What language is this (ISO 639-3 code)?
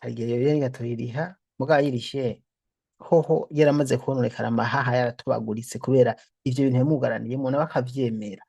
run